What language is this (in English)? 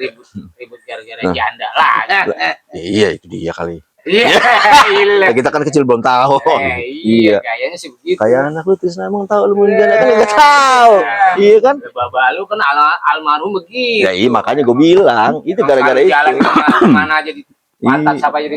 Betawi